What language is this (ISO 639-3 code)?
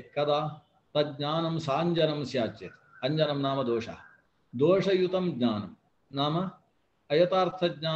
san